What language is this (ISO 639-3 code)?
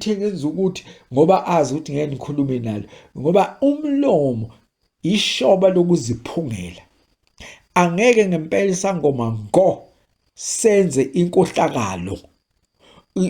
zul